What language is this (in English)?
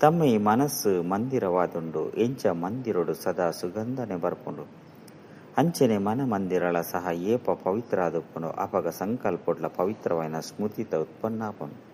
Tulu